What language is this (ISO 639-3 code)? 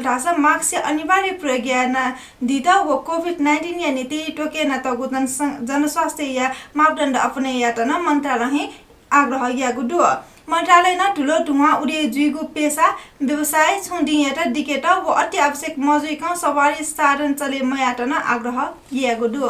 new